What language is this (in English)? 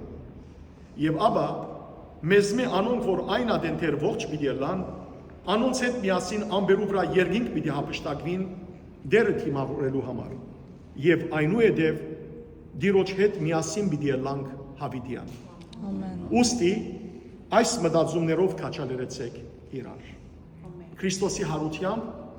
Western Armenian